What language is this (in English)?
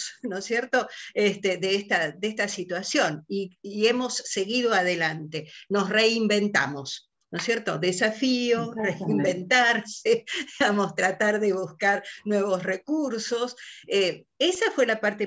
Spanish